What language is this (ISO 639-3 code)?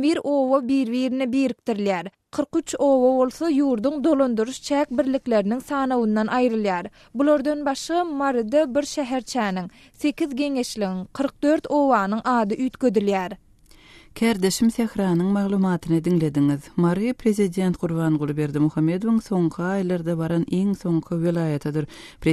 tuk